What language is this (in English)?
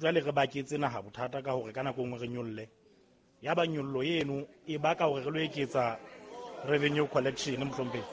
Southern Sotho